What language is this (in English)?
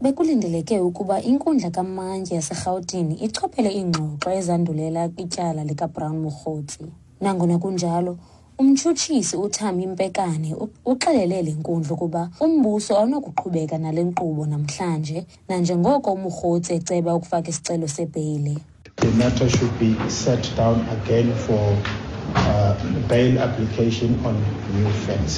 Xhosa